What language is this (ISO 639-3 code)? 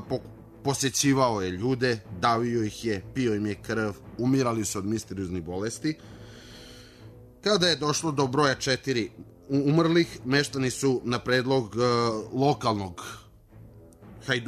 srp